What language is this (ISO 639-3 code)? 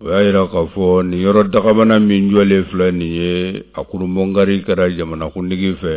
bam